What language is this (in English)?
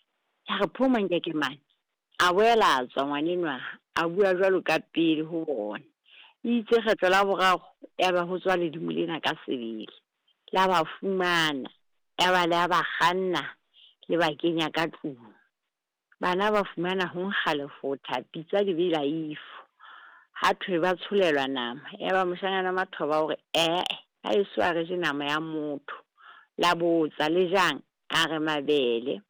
Southern Sotho